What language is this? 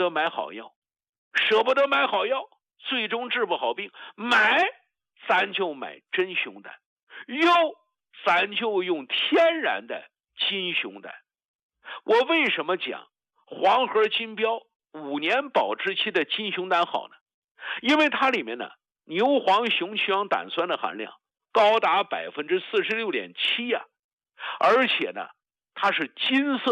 Chinese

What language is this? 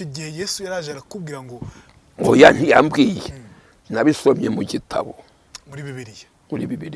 Kinyarwanda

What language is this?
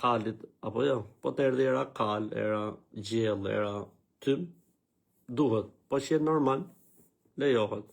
Albanian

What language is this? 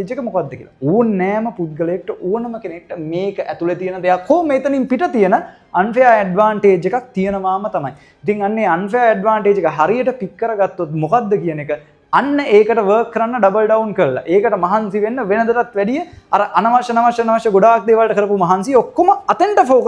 Sinhala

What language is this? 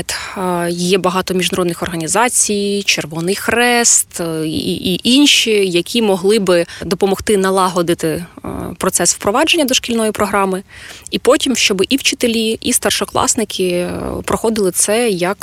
Ukrainian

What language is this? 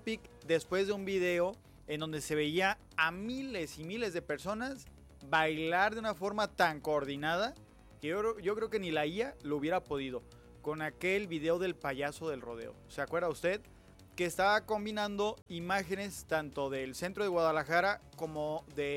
Spanish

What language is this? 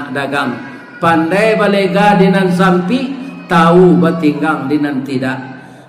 Minangkabau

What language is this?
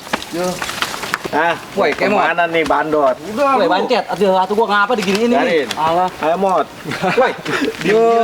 Betawi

